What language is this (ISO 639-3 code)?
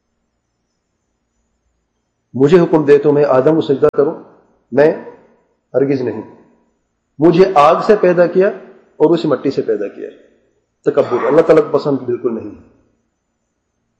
urd